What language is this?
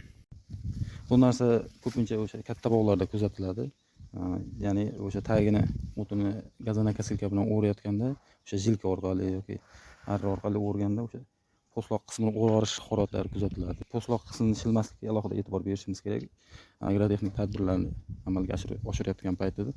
Uzbek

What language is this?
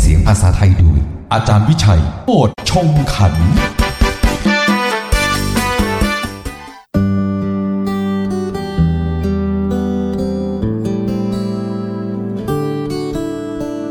Thai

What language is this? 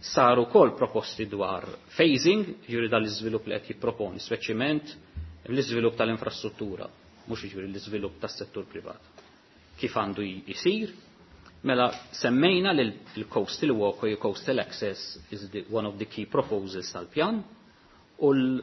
Maltese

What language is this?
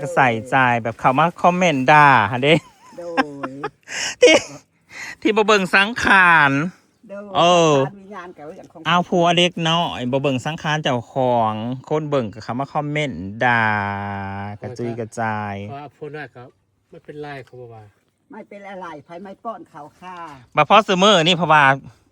Northeastern Thai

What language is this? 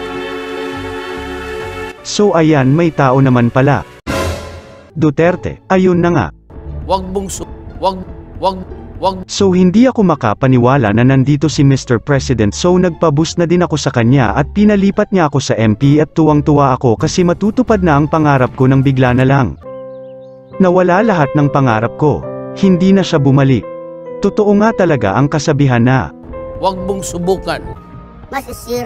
Filipino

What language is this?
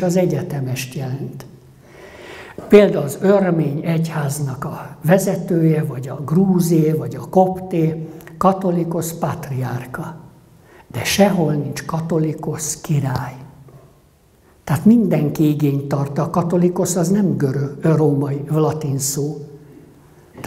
Hungarian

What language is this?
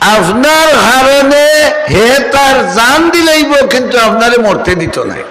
Sylheti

